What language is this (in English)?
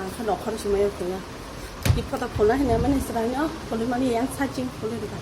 Kok Borok